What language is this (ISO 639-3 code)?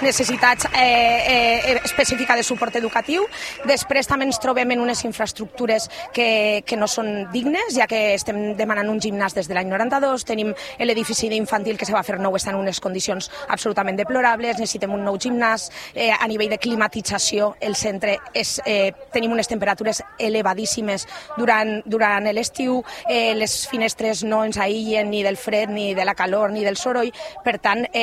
cat